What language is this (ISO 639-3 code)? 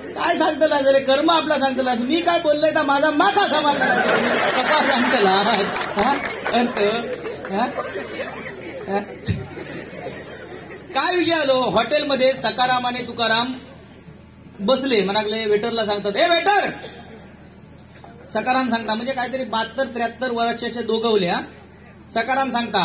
mar